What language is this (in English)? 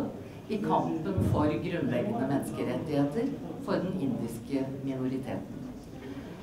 Norwegian